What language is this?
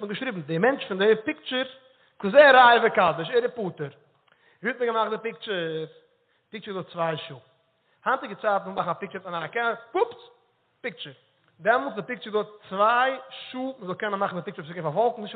Yiddish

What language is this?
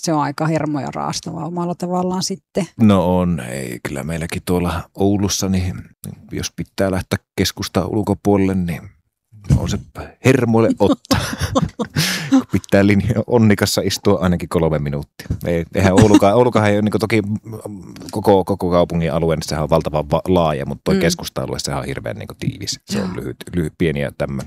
Finnish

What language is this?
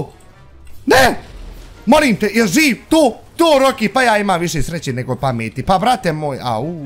Bosnian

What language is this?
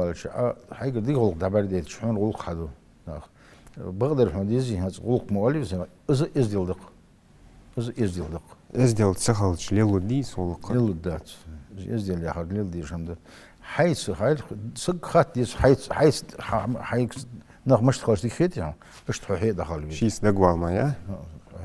Ingush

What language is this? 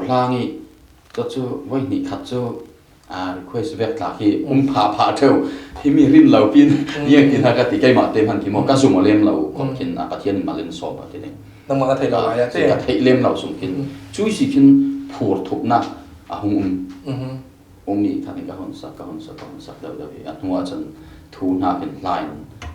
Falam Chin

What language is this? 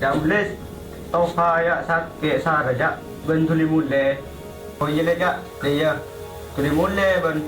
Madurese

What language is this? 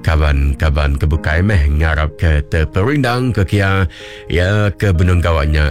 Iban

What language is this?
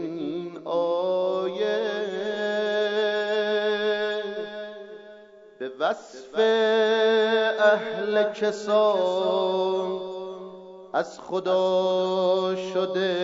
Persian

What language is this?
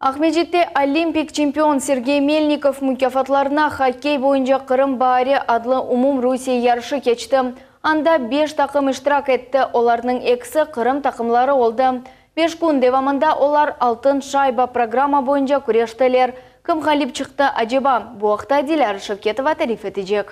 Crimean Tatar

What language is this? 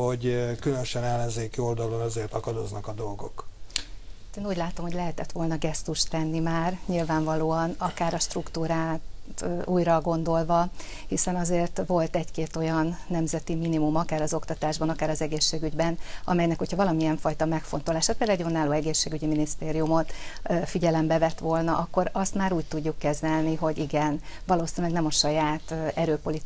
Hungarian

